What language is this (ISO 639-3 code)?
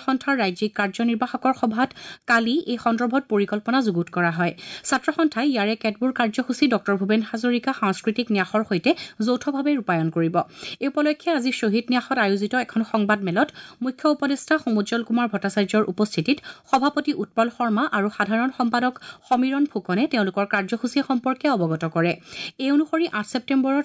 asm